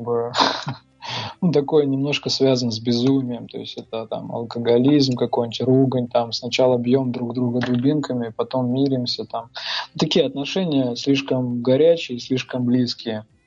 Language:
Russian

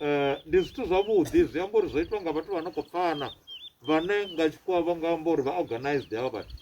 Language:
Venda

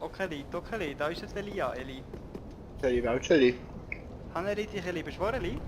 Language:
Swiss German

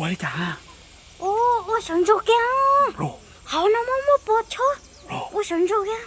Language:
Hmong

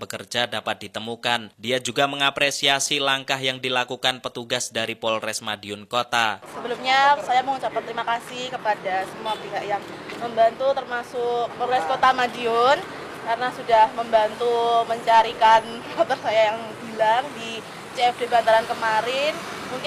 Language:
Indonesian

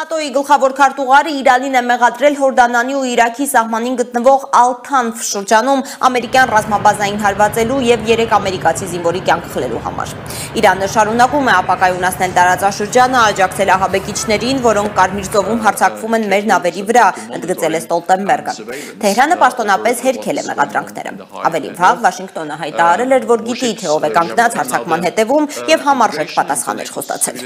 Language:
Armenian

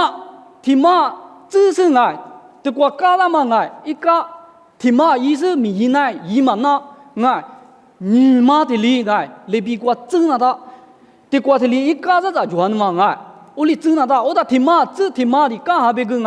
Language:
Lisu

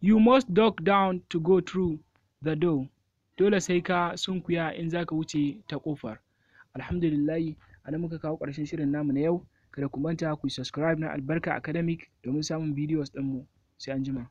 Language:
Hausa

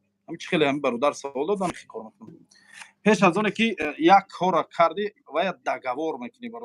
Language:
Tajik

